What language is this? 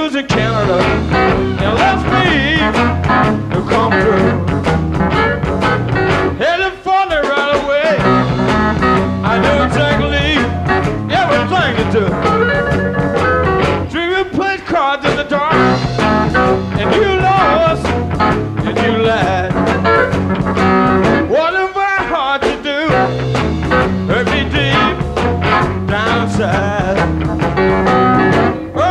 English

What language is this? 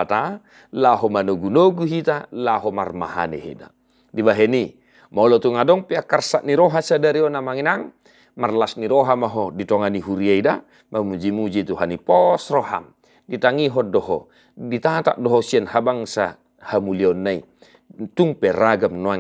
Batak Toba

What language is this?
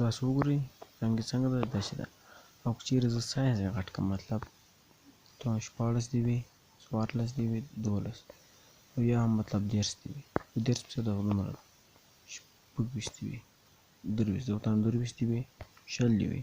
Pashto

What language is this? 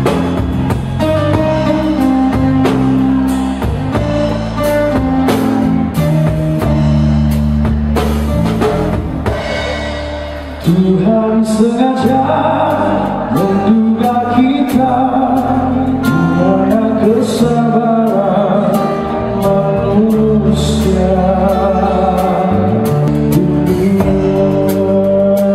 Malay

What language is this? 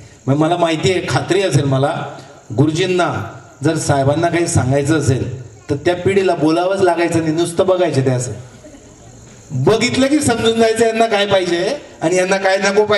Marathi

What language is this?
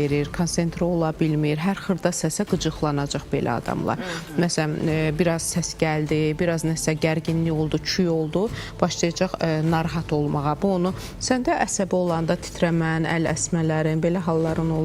Azerbaijani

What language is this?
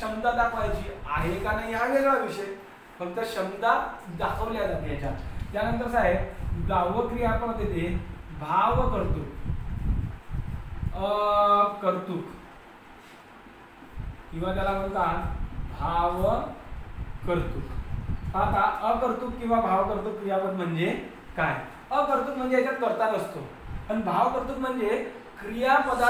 Marathi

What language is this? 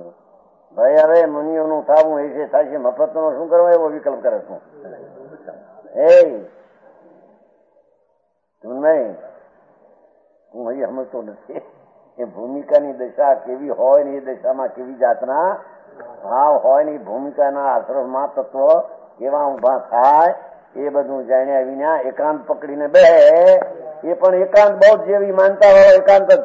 Gujarati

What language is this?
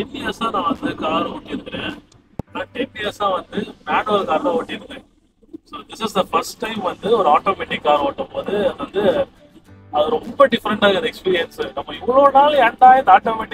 Tamil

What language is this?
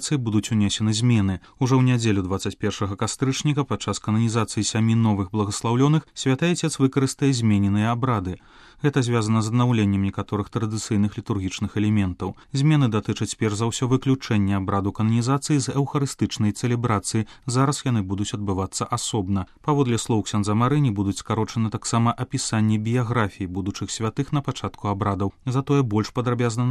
Belarusian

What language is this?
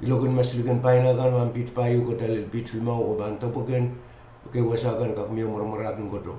Pohnpeian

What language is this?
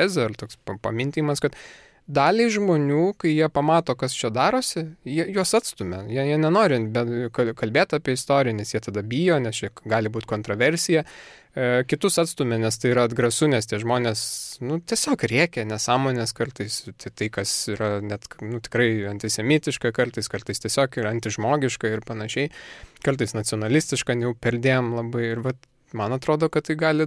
Lithuanian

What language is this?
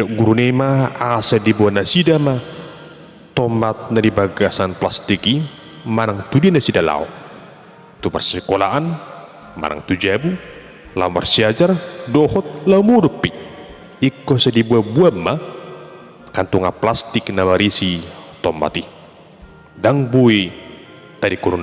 Batak Toba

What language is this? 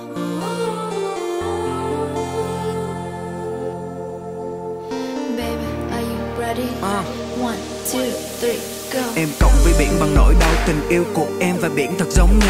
Vietnamese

